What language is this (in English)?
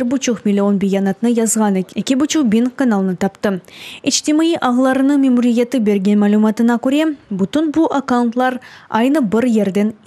Crimean Tatar